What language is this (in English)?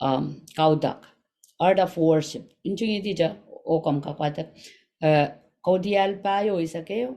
Pohnpeian